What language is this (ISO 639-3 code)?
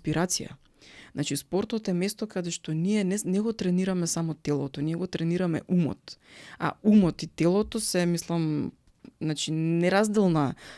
mkd